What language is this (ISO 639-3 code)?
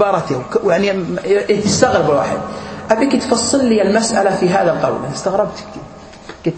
ara